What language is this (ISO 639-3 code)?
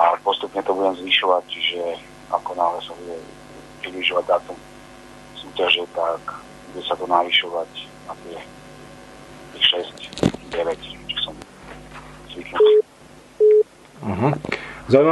slk